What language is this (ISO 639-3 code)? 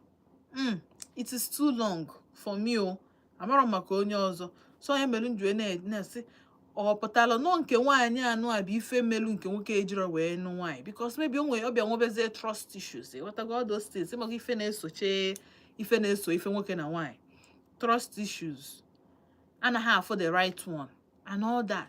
ibo